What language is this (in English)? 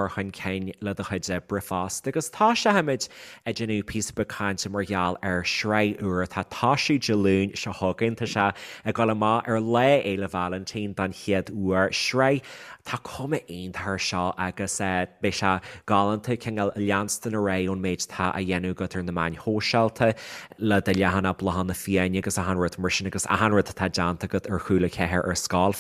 Irish